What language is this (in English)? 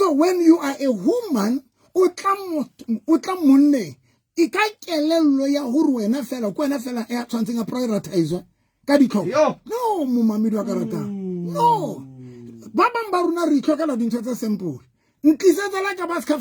Southern Sotho